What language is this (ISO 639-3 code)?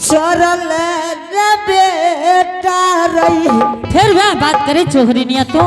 anp